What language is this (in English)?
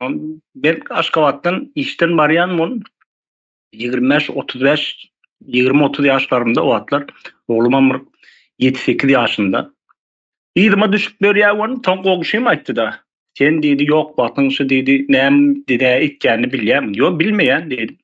Turkmen